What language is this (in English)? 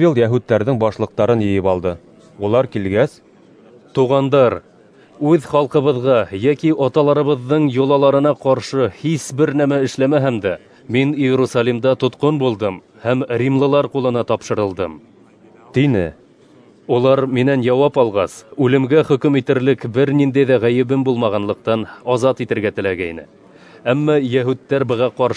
Bashkir